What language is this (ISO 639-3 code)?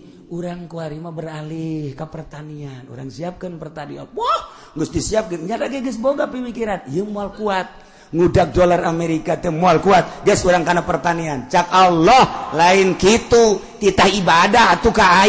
sun